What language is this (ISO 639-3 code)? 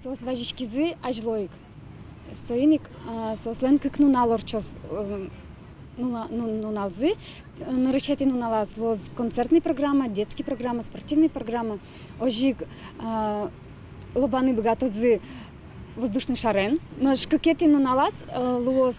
udm